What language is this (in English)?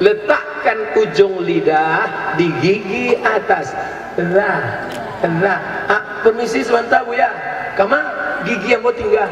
Minangkabau